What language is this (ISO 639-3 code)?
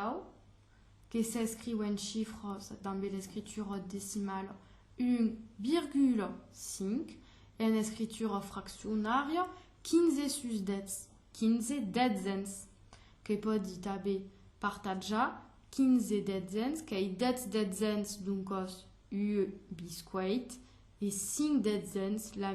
oci